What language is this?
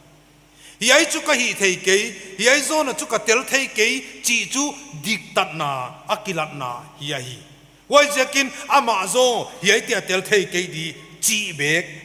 Paite Chin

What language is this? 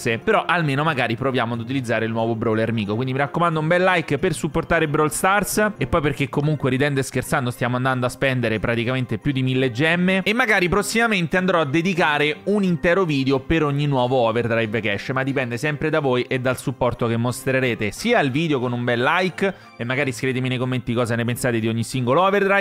Italian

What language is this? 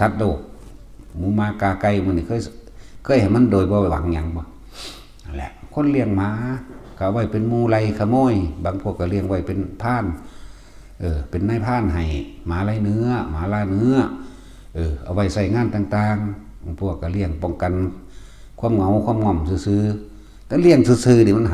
Northeastern Thai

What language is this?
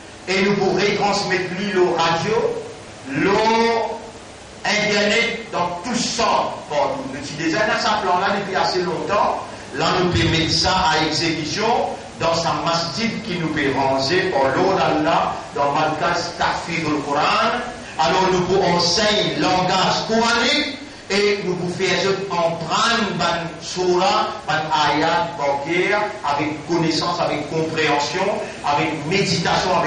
Morisyen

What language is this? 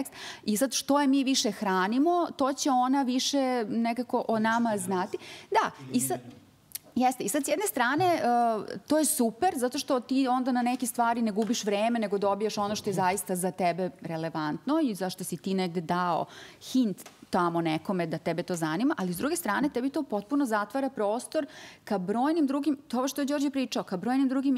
Serbian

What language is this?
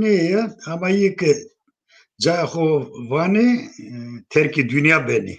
Zaza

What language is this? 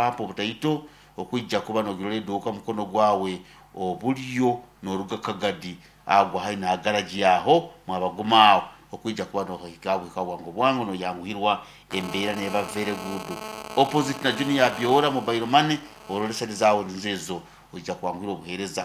Nyankole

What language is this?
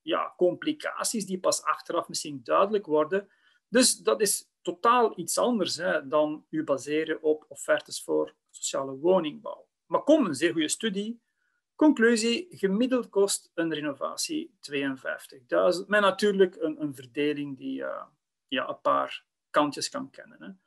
Dutch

